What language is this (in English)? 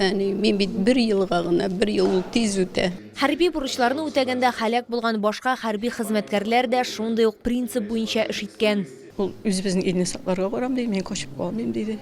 Tatar